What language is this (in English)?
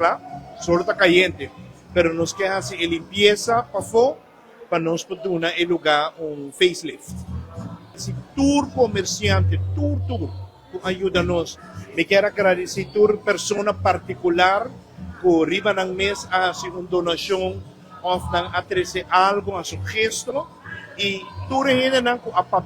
Papiamento